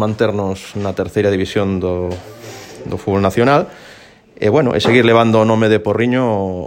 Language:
Galician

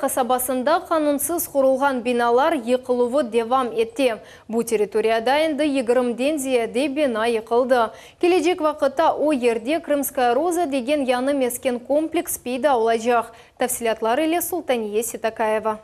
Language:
Crimean Tatar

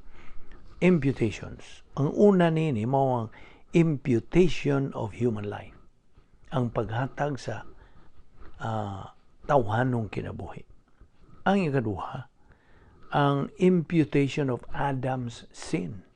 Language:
Cebuano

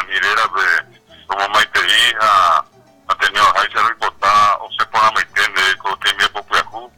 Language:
Guarani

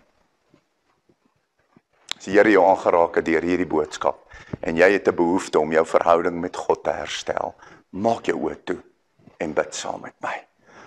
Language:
Afrikaans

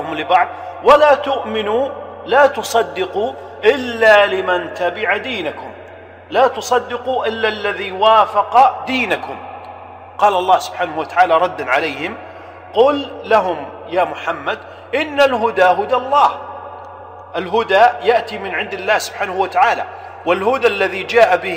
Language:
Arabic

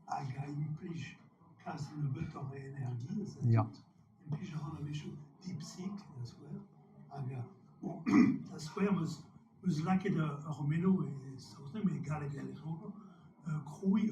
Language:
Breton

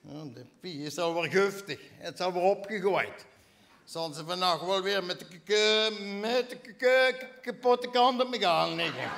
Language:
Limburgish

